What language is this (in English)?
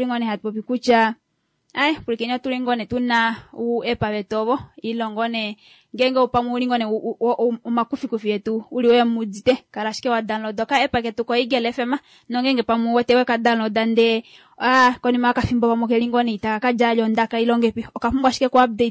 Kuanyama